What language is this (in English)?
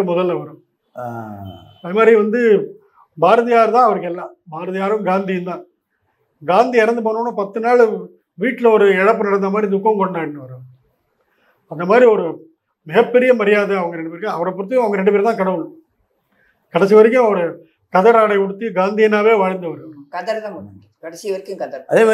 Tamil